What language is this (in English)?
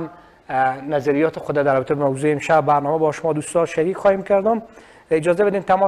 Persian